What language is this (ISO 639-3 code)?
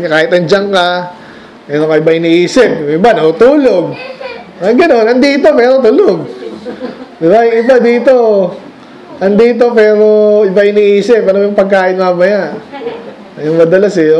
fil